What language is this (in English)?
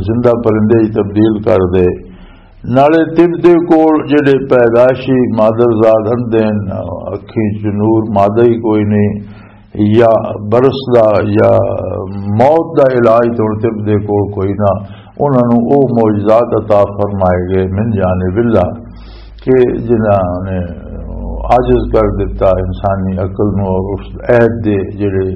Western Panjabi